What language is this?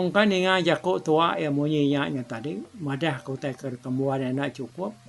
Iban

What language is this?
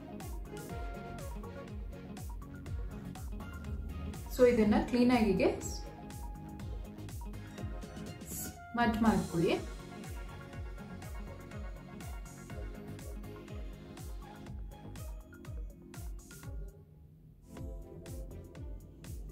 Kannada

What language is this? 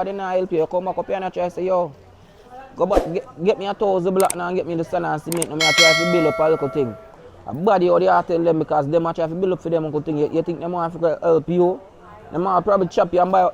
Jamaican Creole English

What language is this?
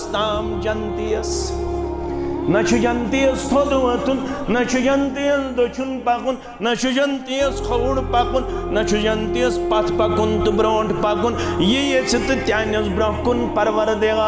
Kashmiri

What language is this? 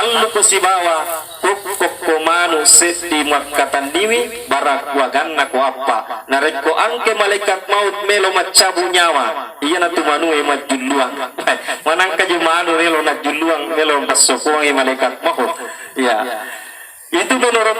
Buginese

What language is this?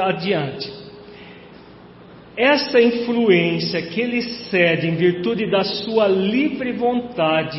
Portuguese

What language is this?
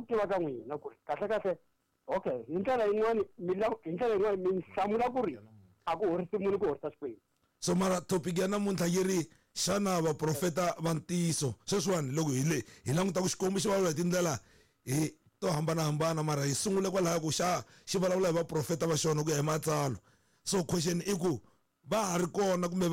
Tsonga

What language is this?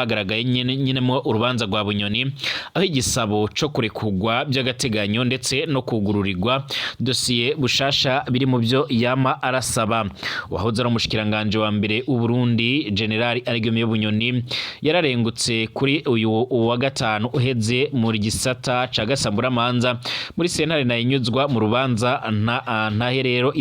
Rundi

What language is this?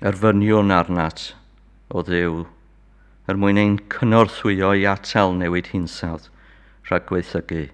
Welsh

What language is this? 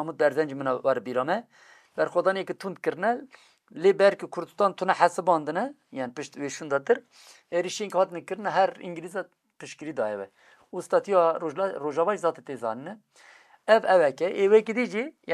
Kurdish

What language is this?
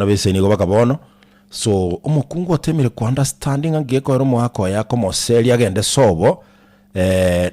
Gusii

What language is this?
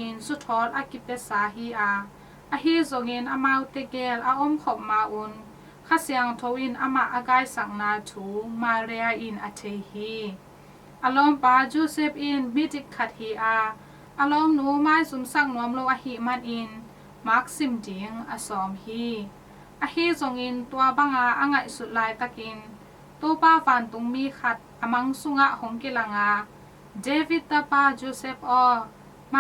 Tedim Chin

